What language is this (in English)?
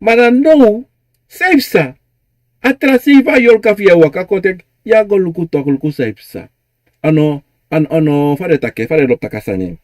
Sranan Tongo